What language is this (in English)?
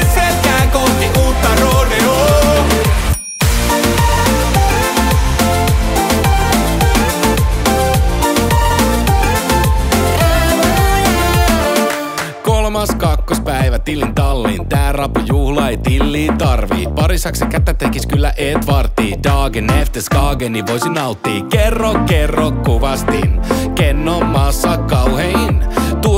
Finnish